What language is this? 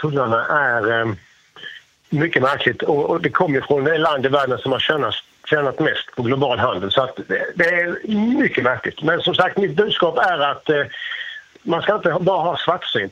Swedish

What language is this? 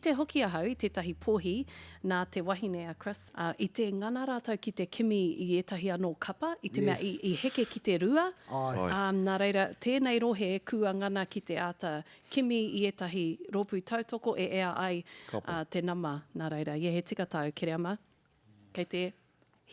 Māori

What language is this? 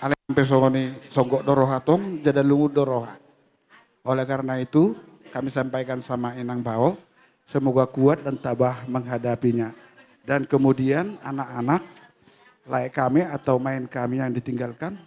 Batak Toba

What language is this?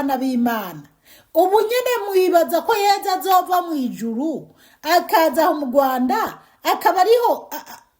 Rundi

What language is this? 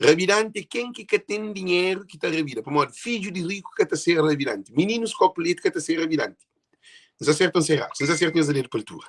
Kabuverdianu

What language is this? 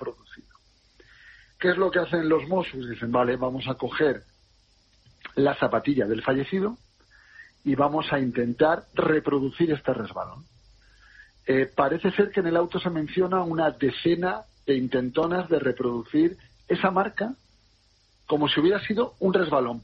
Spanish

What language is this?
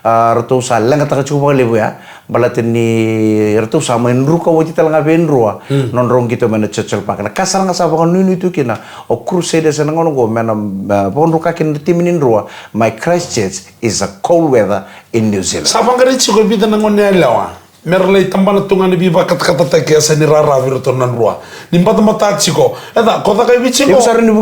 Fijian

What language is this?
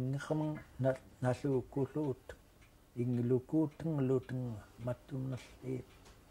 Central Yupik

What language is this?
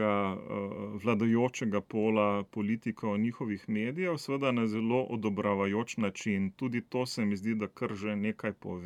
Slovenian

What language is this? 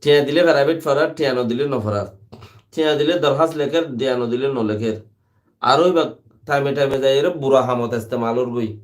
Rohingya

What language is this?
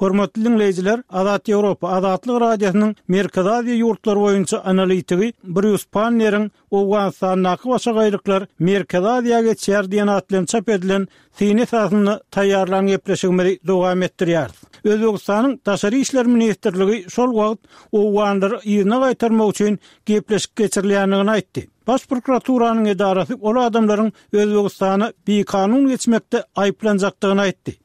Turkmen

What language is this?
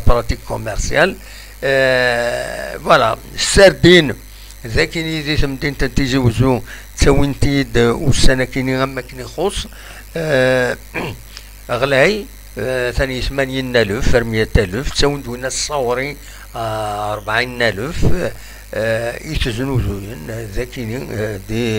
Kabyle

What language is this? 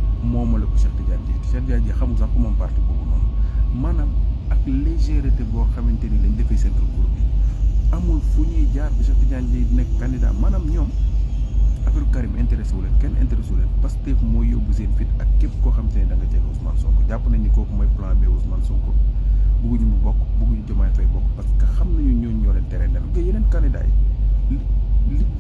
Wolof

